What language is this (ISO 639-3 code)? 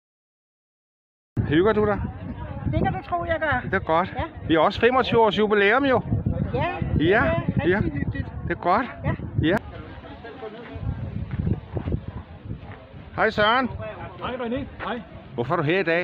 dan